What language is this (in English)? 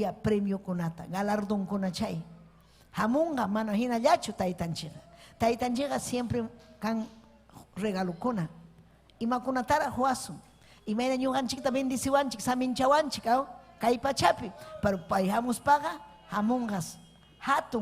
Ayacucho Quechua